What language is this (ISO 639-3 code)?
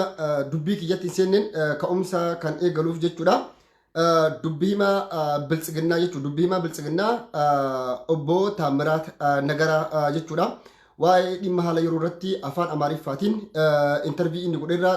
orm